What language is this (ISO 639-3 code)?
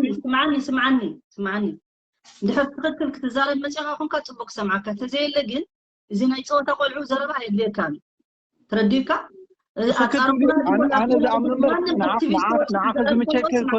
tir